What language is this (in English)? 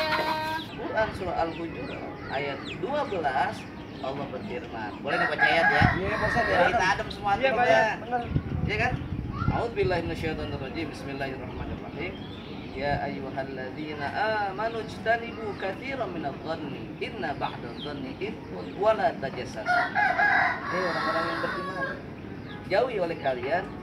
Betawi